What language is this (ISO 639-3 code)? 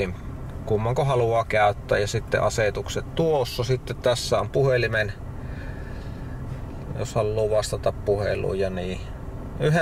fin